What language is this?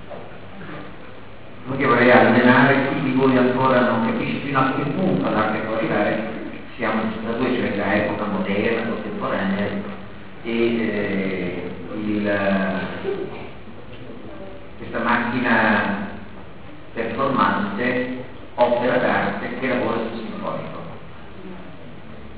Italian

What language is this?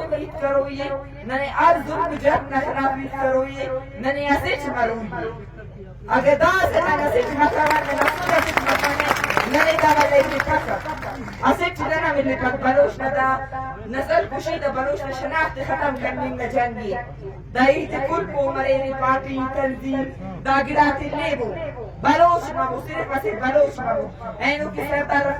Brahui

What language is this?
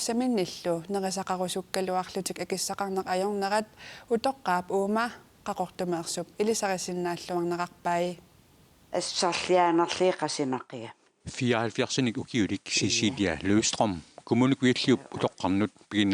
Kalaallisut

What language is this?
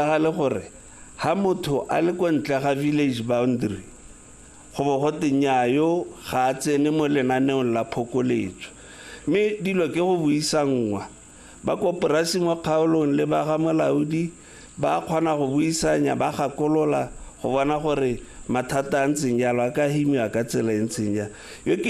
Tswana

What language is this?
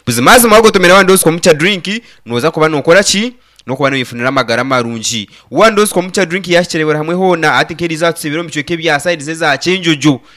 Nyankole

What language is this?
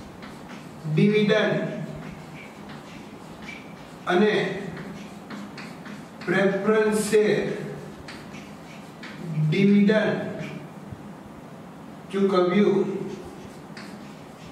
Gujarati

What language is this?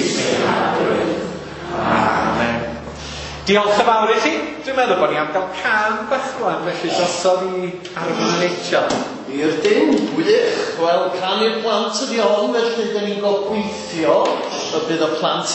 Welsh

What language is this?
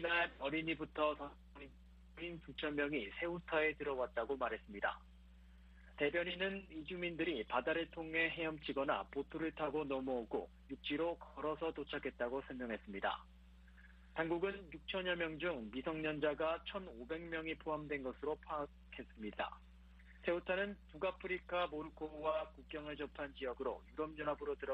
Korean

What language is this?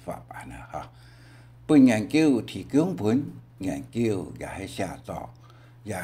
Hakka Chinese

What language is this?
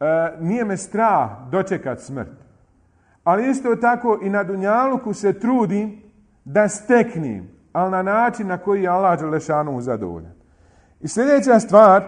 Bosnian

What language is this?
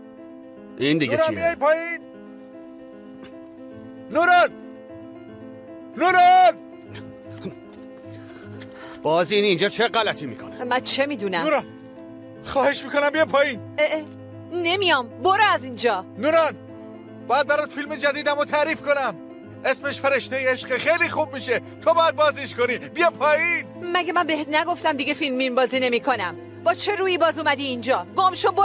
Persian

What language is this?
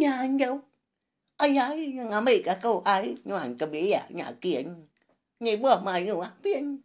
Iban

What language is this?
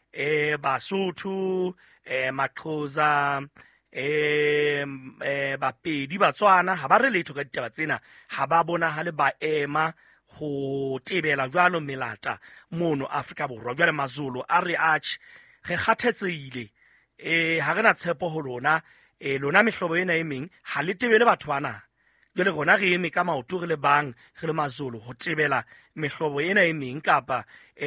Southern Sotho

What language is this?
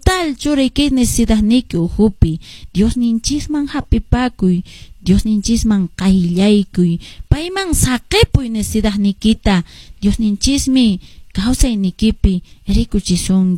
Quechua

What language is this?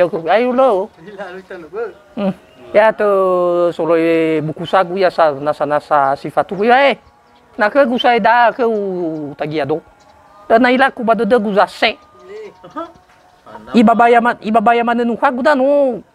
Nias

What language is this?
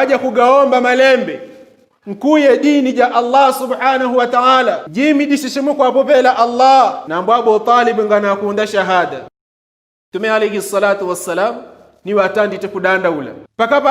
Yao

